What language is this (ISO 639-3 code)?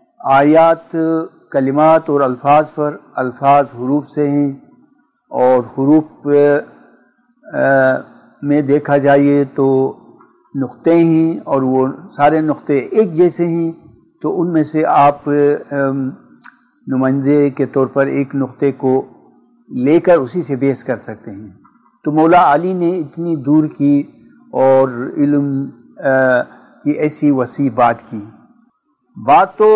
urd